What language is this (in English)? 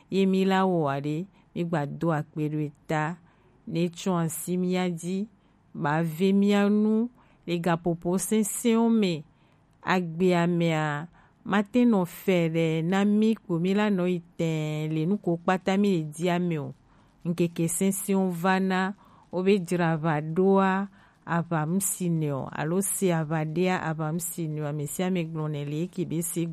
Gen